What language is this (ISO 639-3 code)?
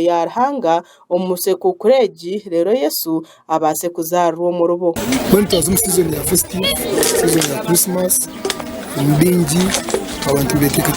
nyn